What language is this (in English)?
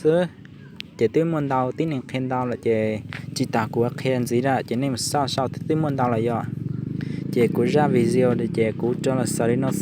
Hmong